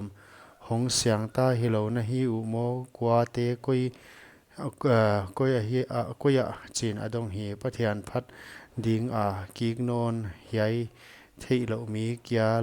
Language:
Paite Chin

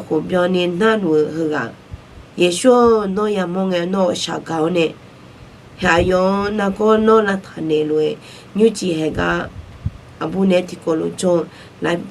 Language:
Akha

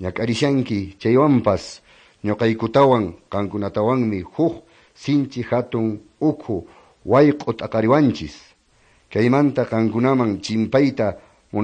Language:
Quechua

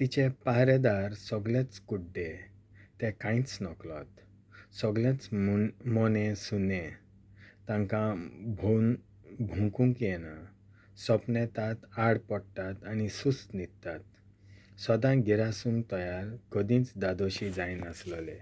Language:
Konkani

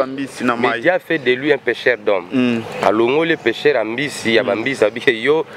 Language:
Lingala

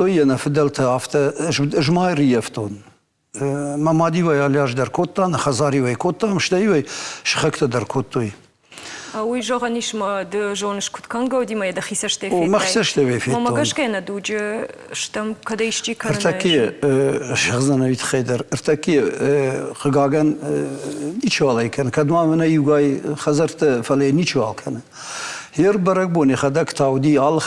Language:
Ossetic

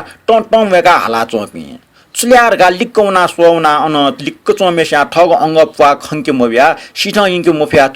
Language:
Newari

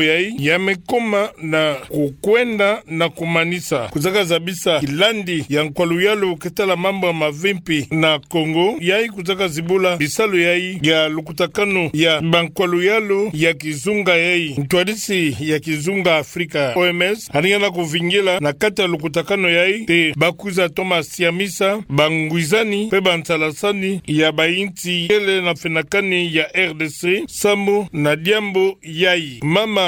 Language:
Kituba (Democratic Republic of Congo)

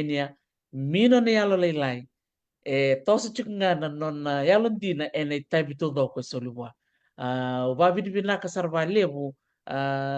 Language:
Fijian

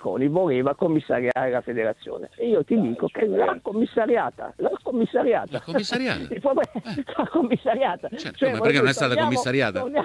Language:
Italian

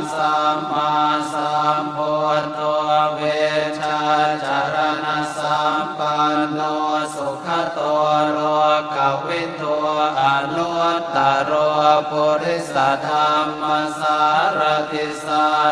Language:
Pali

